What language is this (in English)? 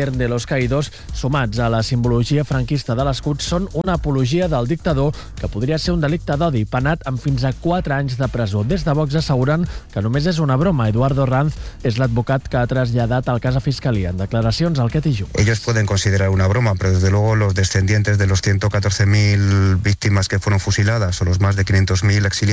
Catalan